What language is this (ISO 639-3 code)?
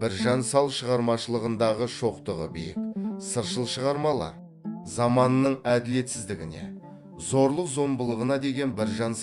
kaz